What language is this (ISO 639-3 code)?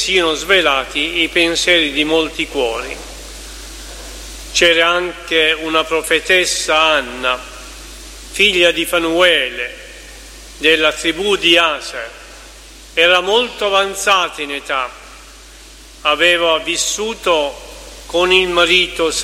ita